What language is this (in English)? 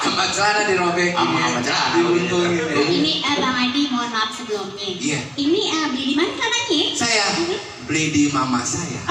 Betawi